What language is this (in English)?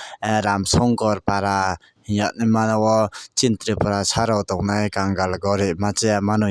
Kok Borok